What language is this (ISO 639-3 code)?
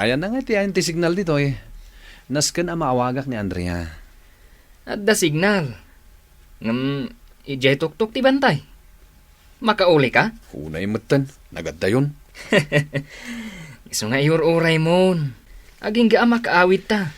ilo